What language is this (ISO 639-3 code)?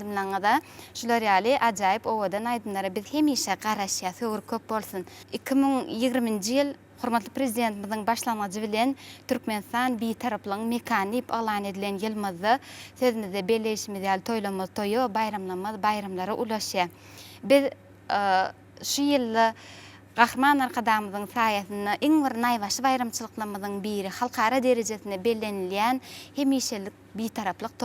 tuk